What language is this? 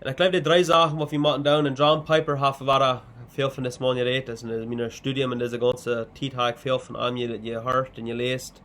Plautdietsch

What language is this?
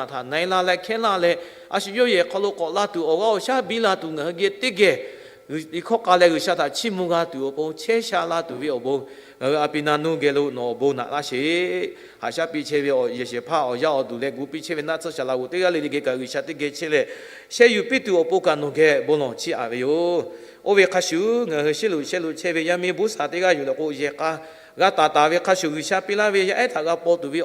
Lahu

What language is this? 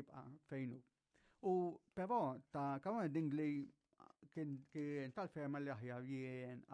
Maltese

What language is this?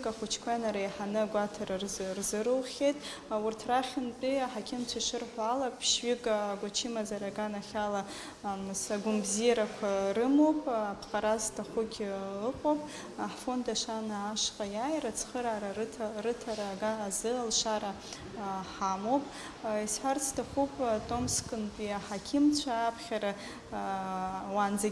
Abkhazian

